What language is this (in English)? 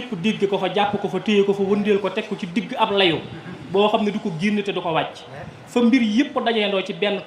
Wolof